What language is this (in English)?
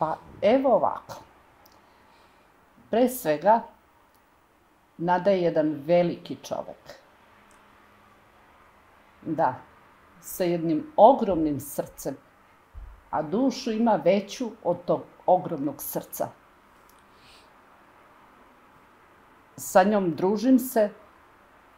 Serbian